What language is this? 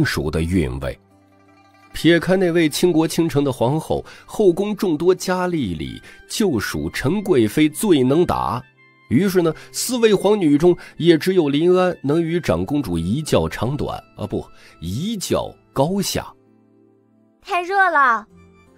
Chinese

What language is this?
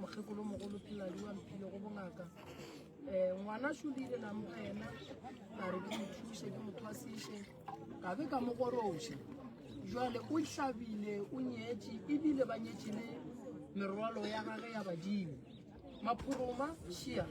Northern Sotho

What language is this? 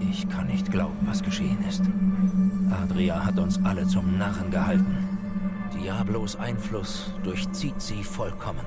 Swiss German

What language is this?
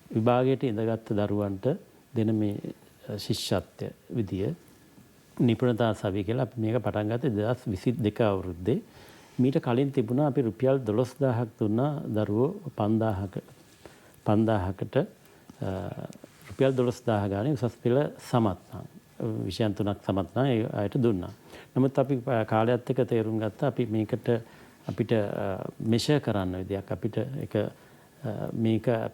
Sinhala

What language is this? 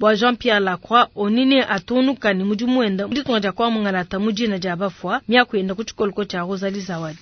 Luba-Lulua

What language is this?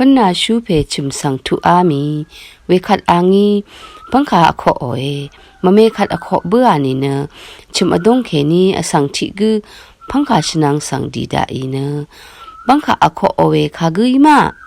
Rawang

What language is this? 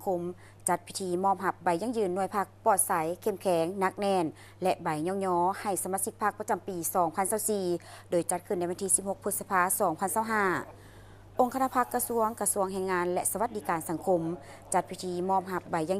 Lao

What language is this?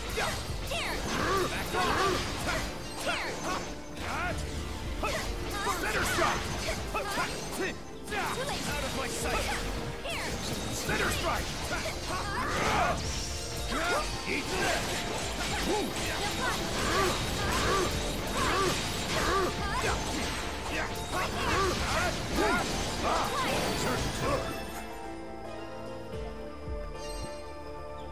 English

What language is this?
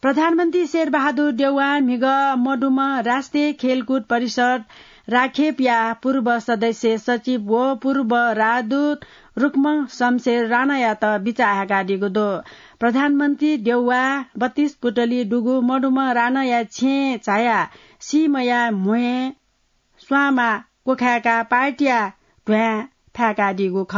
Newari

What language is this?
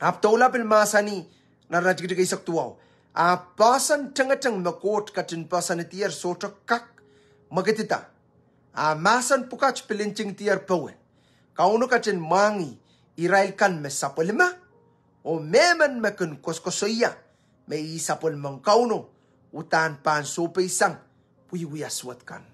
Pohnpeian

